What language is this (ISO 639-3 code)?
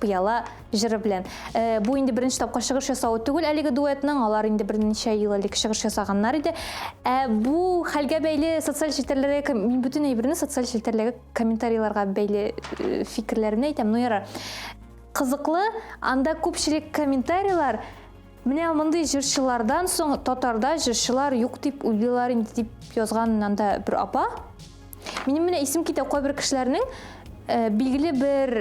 tat